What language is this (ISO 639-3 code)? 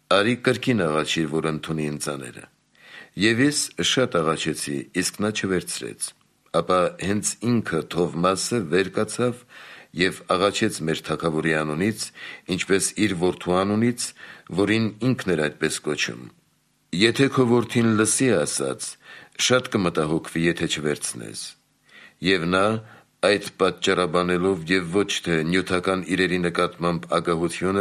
hye